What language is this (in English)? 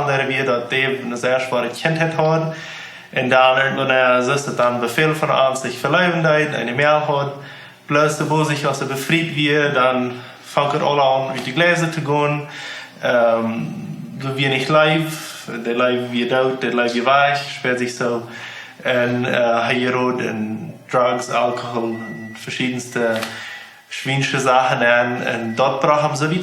Plautdietsch